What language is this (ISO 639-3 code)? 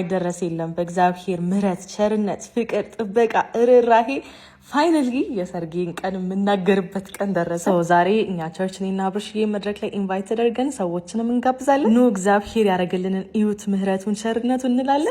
amh